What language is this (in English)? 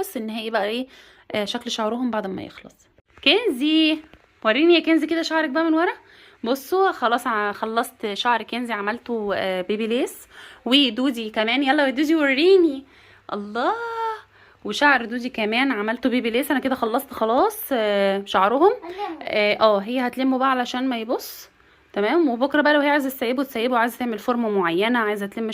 Egyptian Arabic